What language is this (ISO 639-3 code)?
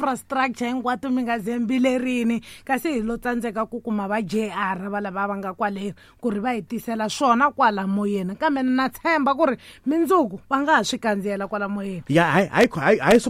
tso